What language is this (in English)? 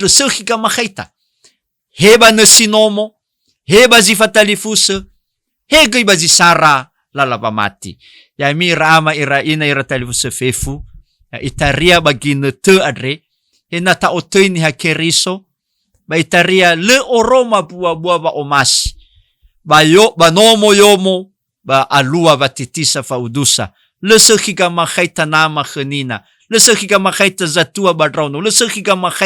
Nias